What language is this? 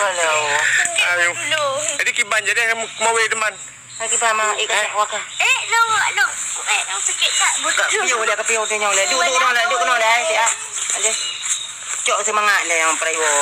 Achinese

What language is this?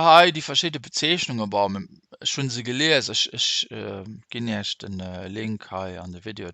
Luxembourgish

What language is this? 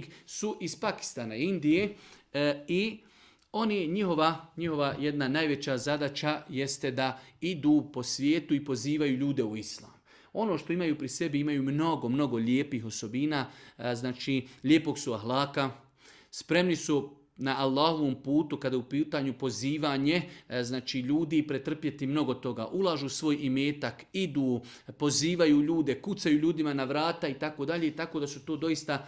Bosnian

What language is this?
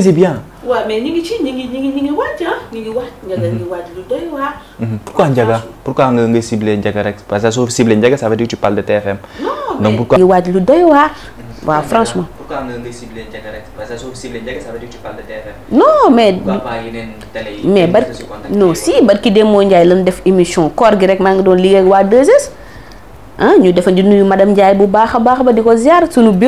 Wolof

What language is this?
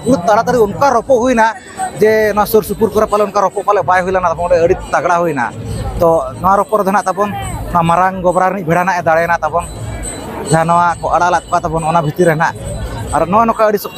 Santali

